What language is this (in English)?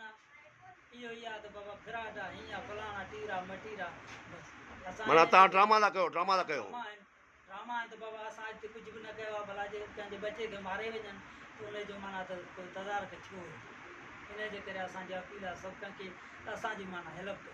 Sindhi